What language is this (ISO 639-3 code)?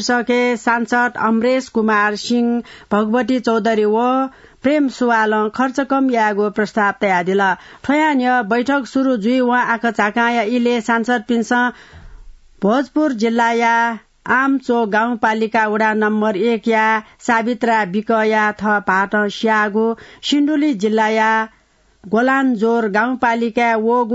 new